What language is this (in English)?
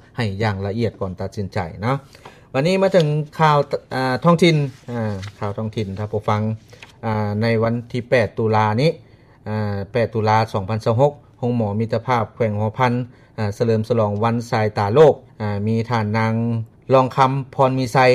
Lao